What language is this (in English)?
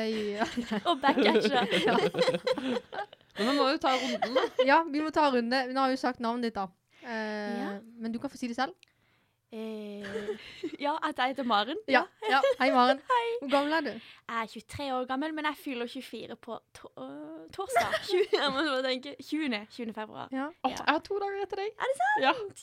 Norwegian